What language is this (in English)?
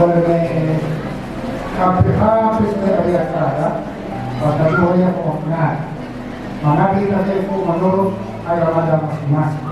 Nias